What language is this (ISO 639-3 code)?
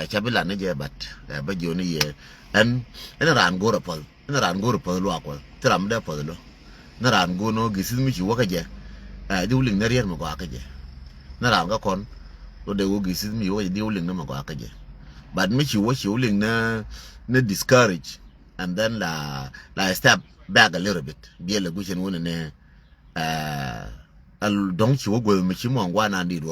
nus